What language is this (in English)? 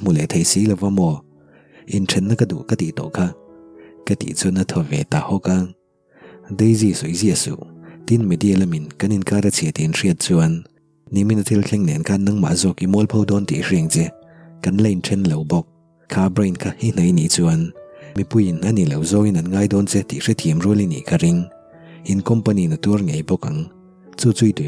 Mizo